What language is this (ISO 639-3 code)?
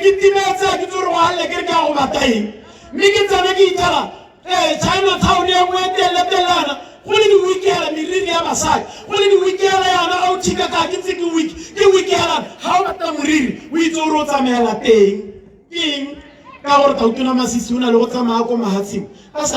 tsn